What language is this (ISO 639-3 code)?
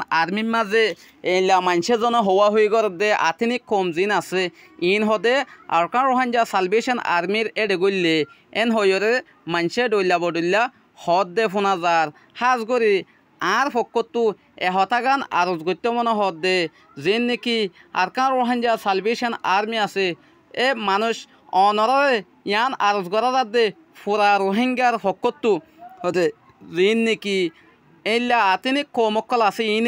rhg